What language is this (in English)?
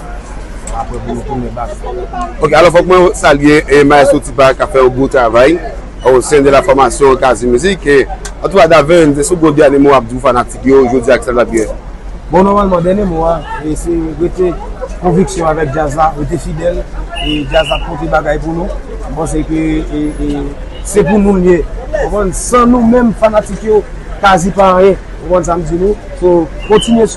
Haitian Creole